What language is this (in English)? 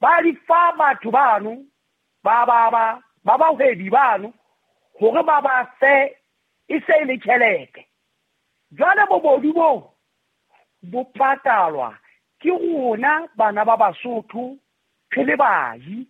Southern Sotho